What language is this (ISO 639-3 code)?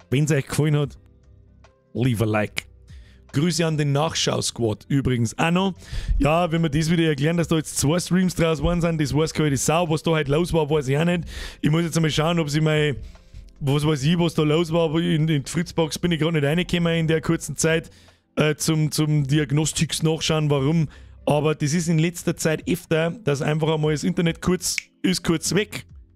bar